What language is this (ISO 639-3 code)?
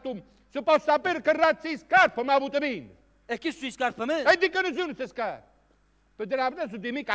ita